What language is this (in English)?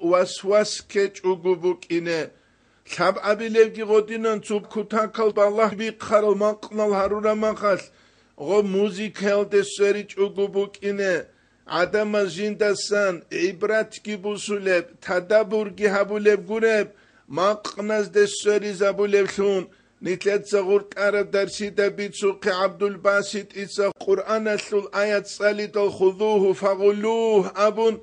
Avaric